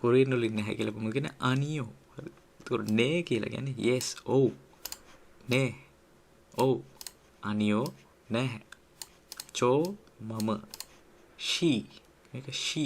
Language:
Sinhala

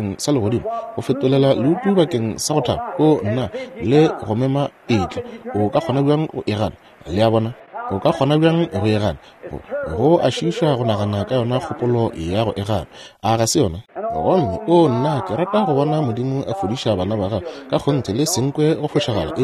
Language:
Northern Sotho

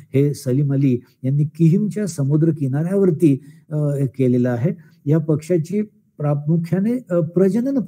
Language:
Marathi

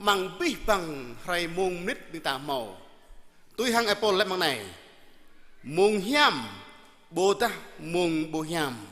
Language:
Jarai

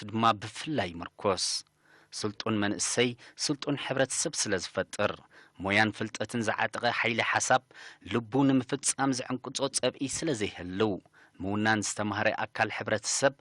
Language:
Tigrinya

